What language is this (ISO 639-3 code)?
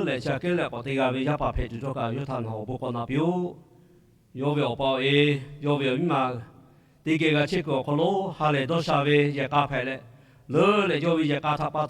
lhu